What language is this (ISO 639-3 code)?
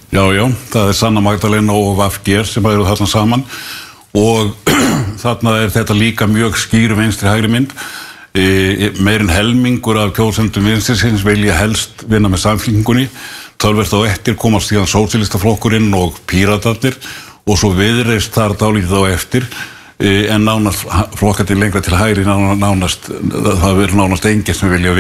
isl